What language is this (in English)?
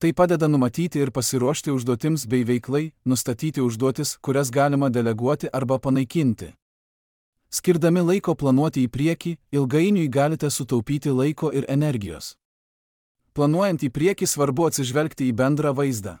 Lithuanian